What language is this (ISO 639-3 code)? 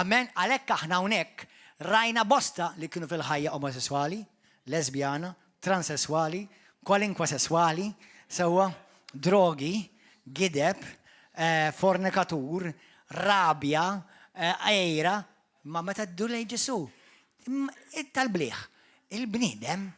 mlt